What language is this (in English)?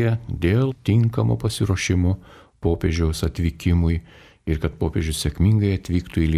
Lithuanian